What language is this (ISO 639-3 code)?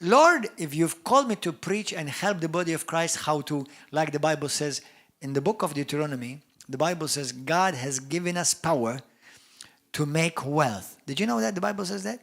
eng